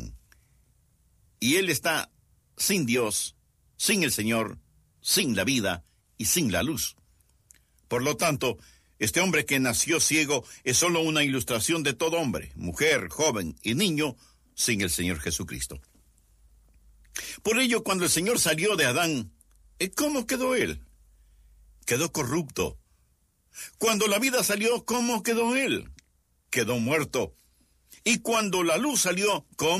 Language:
Spanish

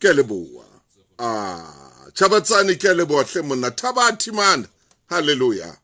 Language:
Southern Sotho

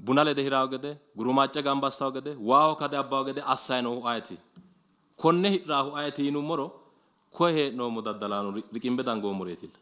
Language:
Sidamo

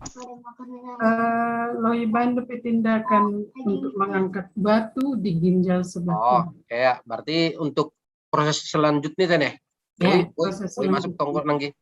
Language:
Batak Simalungun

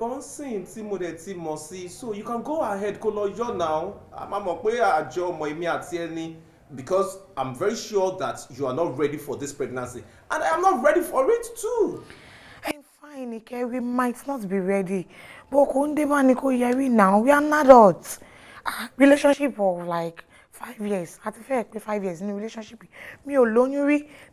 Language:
Yoruba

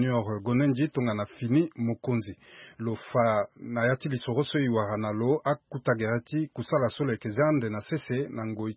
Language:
Sango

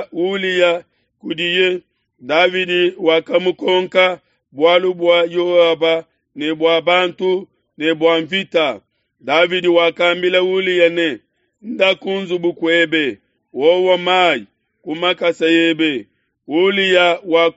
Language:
Luba-Lulua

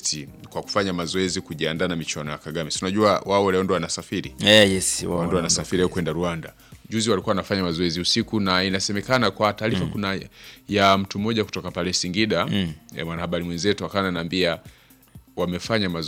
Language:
Swahili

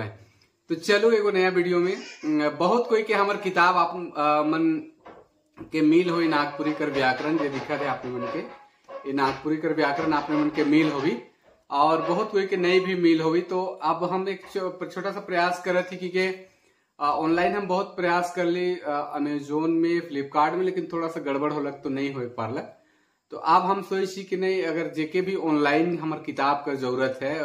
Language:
Sadri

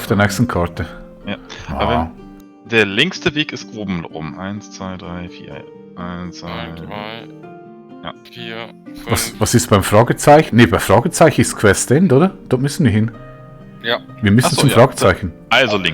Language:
Swiss German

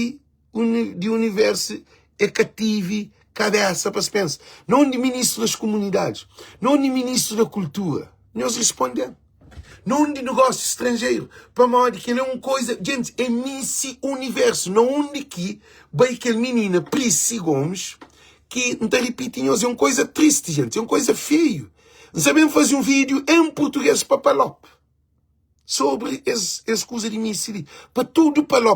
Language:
Kabuverdianu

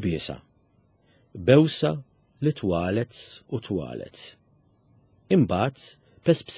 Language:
Maltese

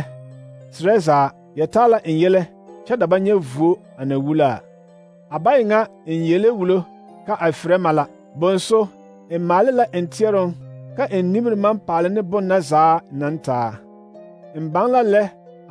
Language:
Southern Dagaare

